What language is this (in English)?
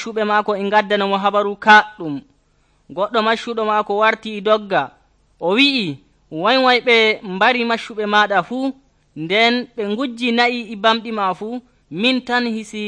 Nigerian Fulfulde